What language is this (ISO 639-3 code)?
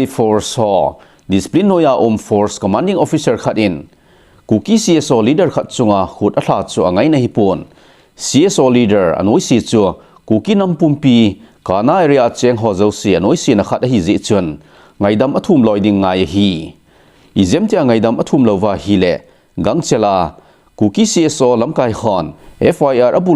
tcz